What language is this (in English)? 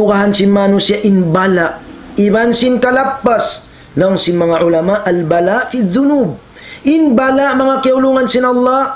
Tausug